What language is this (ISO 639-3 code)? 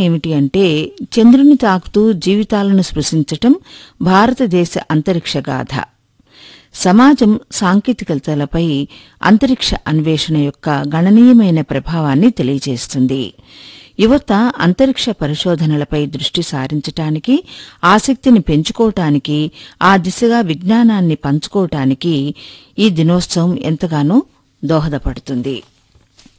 tel